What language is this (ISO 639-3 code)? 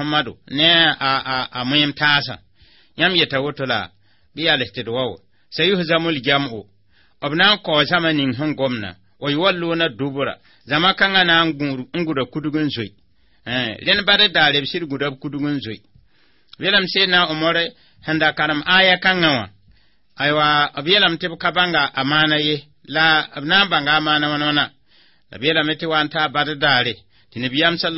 mos